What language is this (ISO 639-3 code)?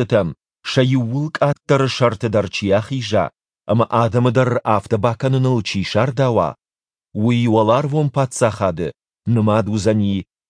oss